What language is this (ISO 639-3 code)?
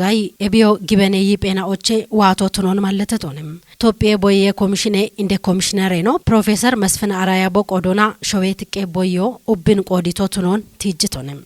kbr